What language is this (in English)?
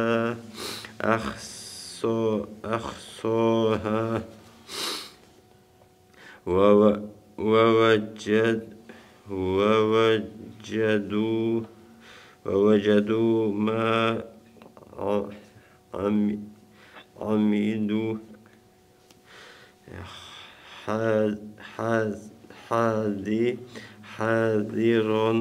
Arabic